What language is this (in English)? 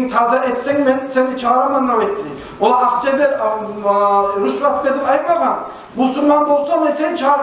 Kumyk